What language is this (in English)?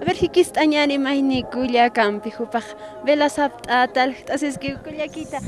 Aymara